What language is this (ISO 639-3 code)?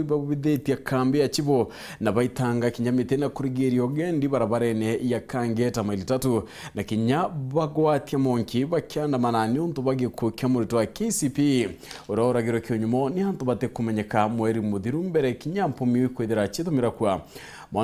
mer